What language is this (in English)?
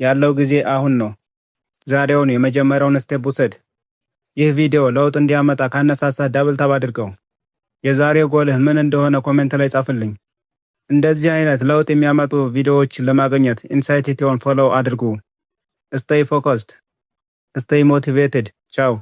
Amharic